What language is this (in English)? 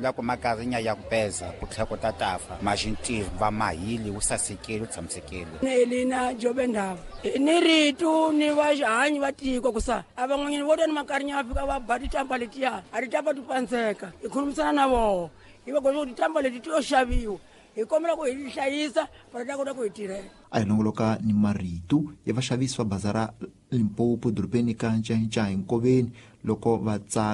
Tsonga